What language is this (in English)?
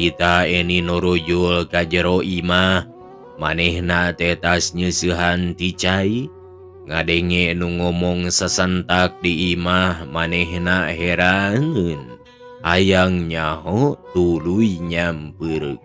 Sundanese